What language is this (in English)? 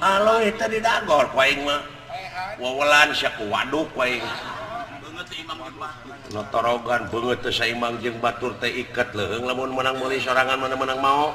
Sundanese